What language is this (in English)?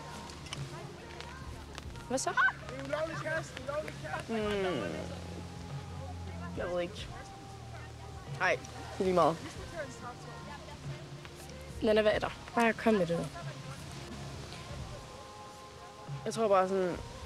Danish